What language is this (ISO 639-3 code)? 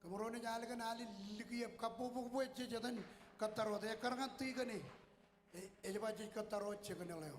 mah